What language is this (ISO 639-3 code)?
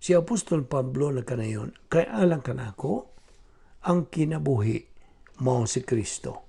ceb